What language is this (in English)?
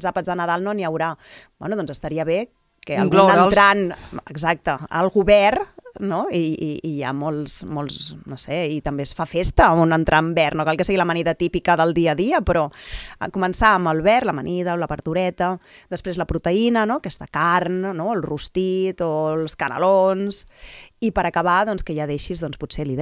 Catalan